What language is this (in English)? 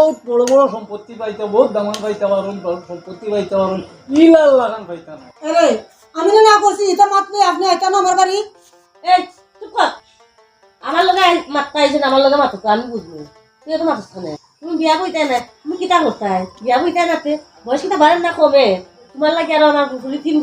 Sylheti